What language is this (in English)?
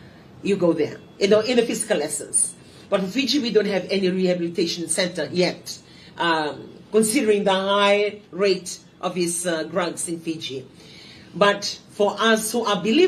Fijian